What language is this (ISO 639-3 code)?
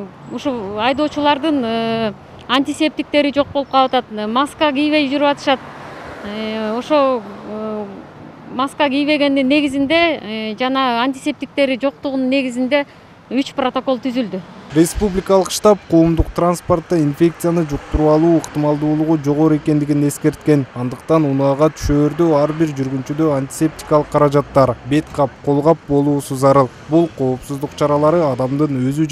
kir